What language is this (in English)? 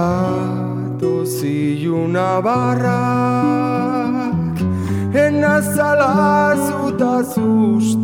Basque